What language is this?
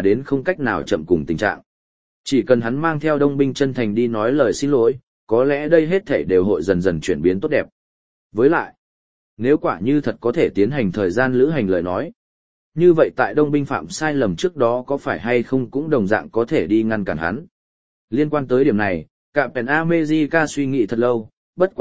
Vietnamese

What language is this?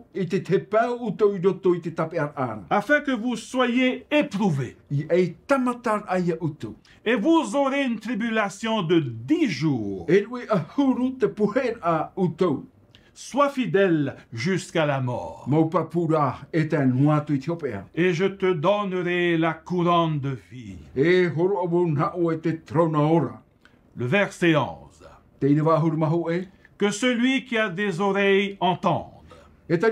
Tahitian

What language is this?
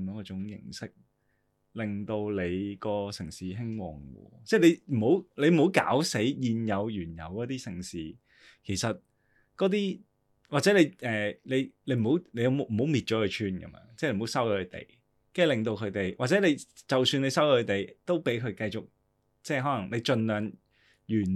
Cantonese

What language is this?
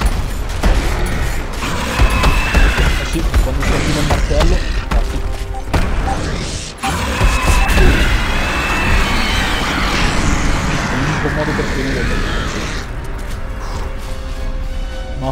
Italian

